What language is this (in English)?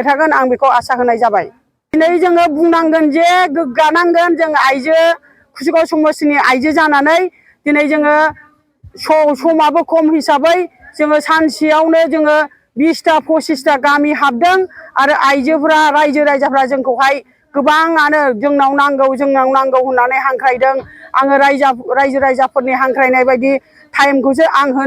Bodo